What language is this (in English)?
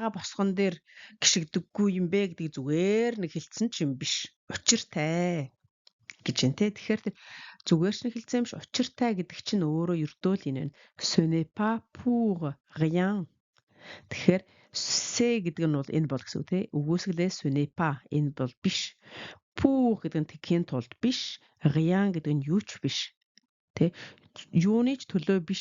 Mongolian